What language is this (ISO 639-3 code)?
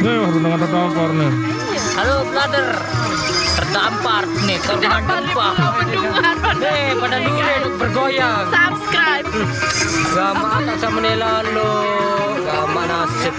sas